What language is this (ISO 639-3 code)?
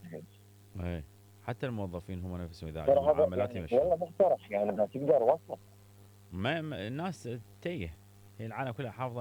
acm